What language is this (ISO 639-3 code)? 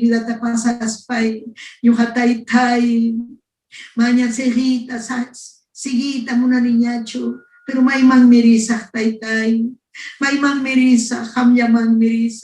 quy